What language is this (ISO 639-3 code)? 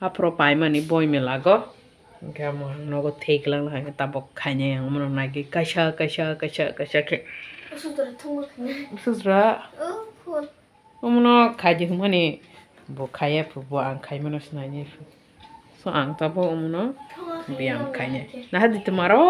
trp